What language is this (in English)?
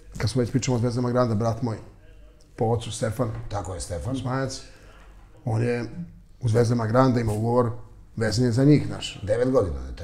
Serbian